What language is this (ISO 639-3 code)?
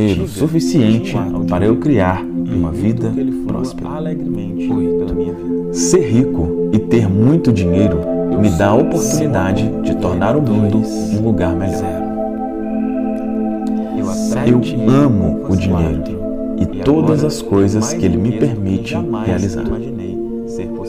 por